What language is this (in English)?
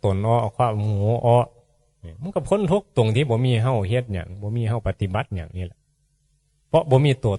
Northeastern Thai